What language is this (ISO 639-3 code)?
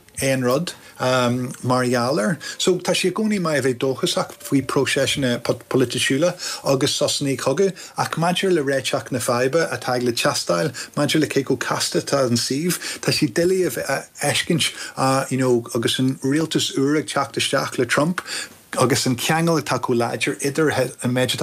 gle